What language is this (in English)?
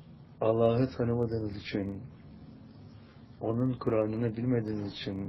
Turkish